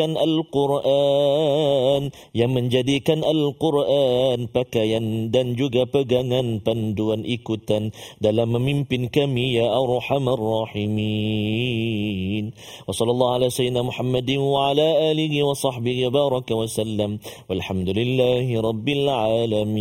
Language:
Malay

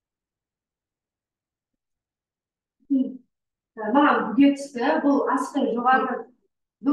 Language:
Kazakh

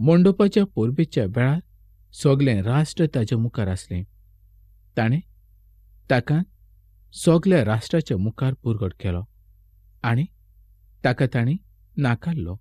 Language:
Konkani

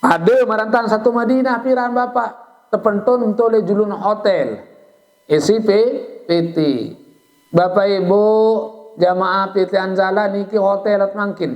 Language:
Sasak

